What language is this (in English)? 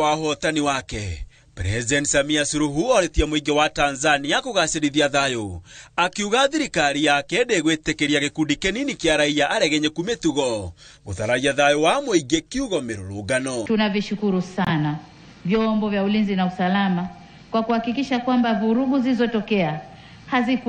Kikuyu